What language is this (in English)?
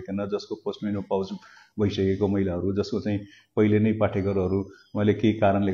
Nepali